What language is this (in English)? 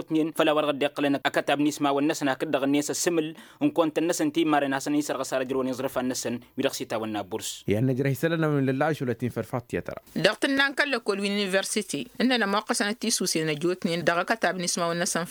Tamasheq